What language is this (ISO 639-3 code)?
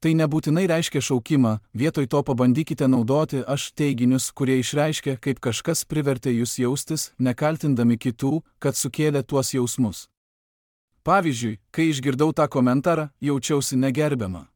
lit